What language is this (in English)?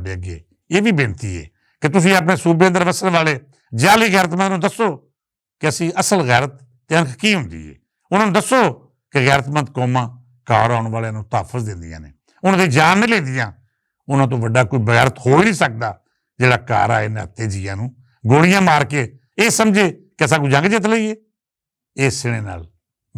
Western Panjabi